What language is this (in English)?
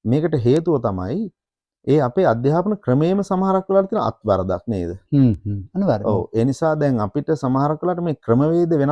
Sinhala